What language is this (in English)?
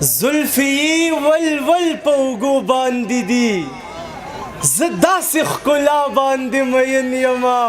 Pashto